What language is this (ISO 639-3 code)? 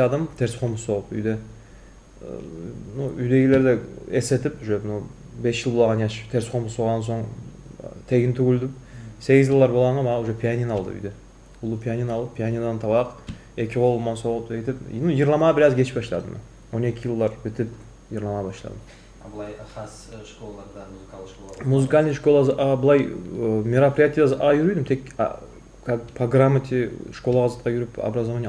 kum